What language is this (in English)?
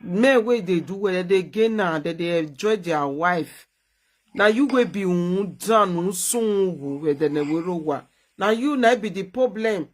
Nigerian Pidgin